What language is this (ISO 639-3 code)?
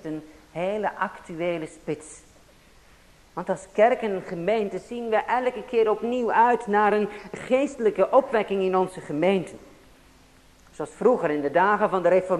nld